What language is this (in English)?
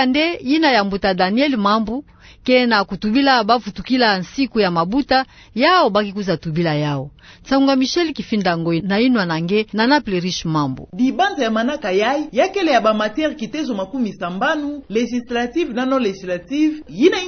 Kituba (Democratic Republic of Congo)